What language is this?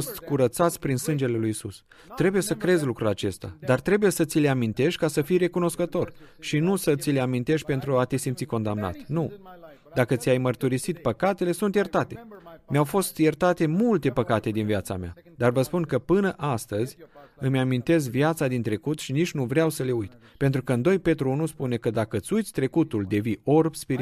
Romanian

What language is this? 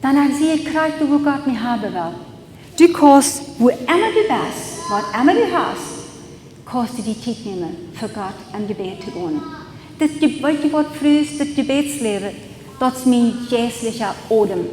Plautdietsch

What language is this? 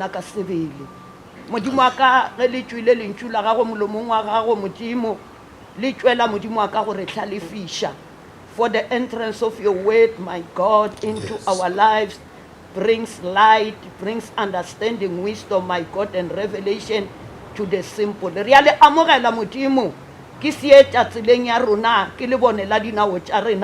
Northern Sotho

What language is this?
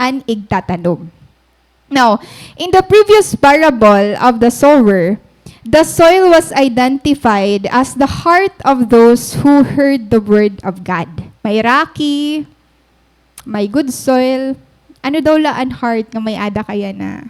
Waray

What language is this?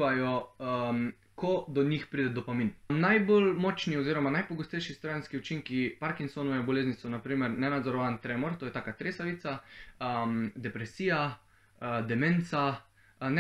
Slovenian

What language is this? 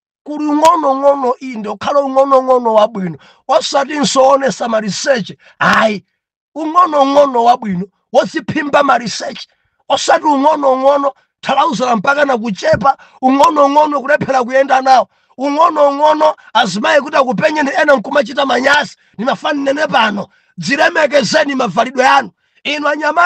Nyanja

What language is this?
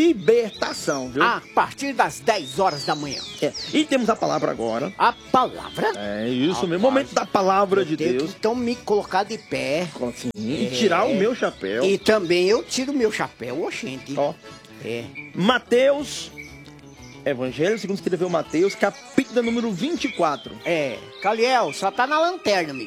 Portuguese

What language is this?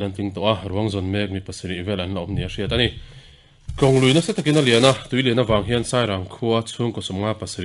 Mizo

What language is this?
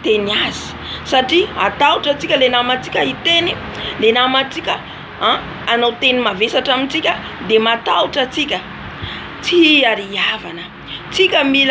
Malagasy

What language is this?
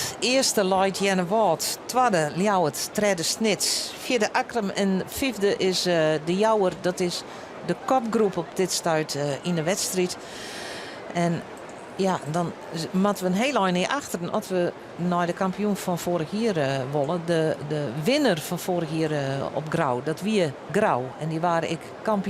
Western Frisian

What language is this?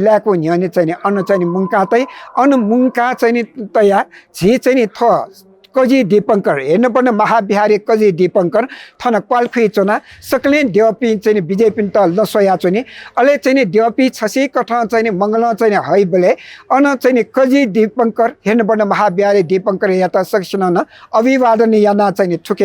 Newari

